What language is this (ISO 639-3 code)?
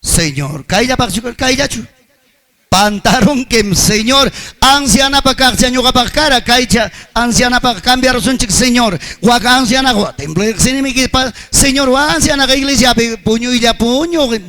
quy